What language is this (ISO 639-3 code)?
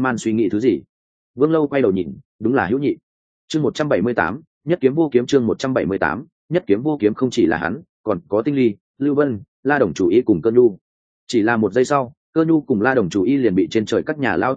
vie